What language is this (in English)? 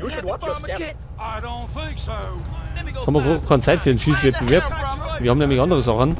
Bavarian